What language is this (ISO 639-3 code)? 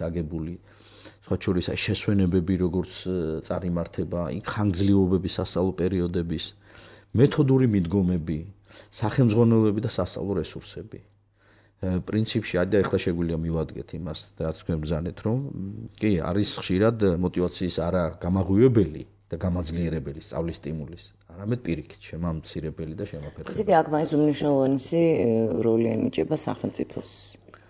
kat